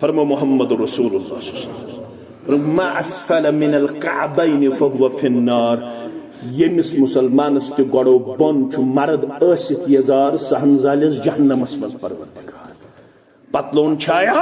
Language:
Kashmiri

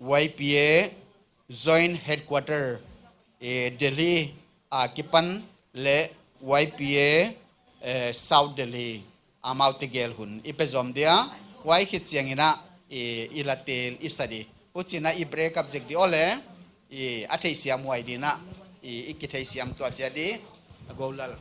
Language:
Paite Chin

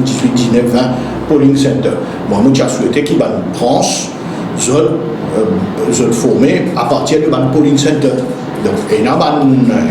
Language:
Morisyen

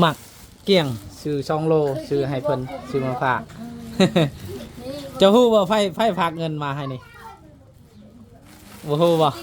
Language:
Lao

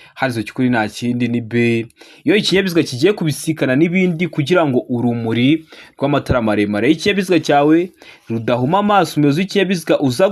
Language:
Kinyarwanda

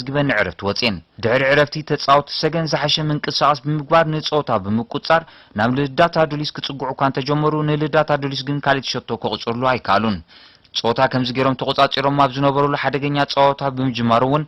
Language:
Tigrinya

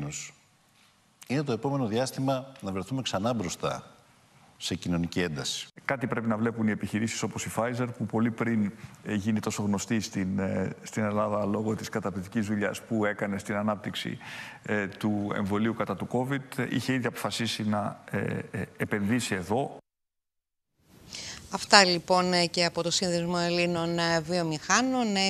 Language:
Greek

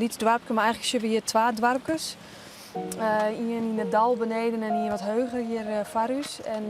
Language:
Western Frisian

